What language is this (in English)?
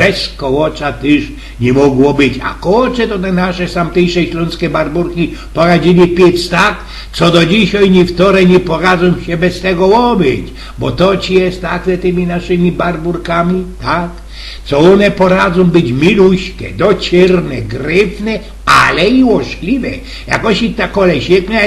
Silesian